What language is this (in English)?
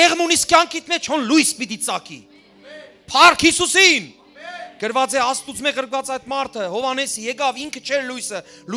Western Armenian